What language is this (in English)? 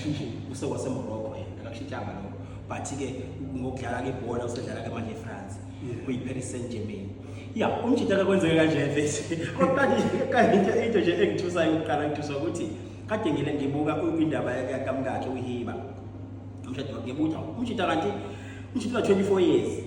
Zulu